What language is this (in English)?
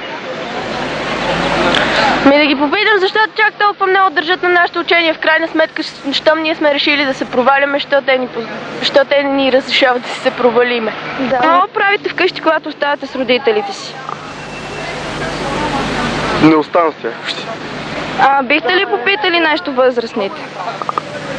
Bulgarian